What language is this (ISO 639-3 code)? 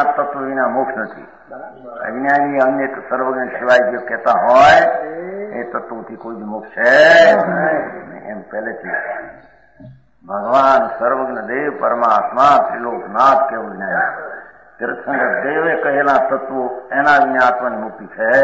guj